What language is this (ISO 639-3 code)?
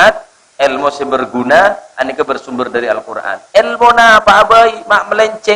mad